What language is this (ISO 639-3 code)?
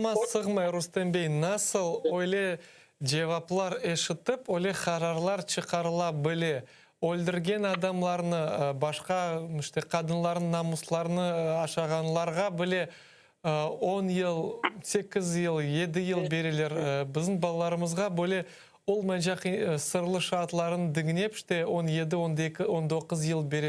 crh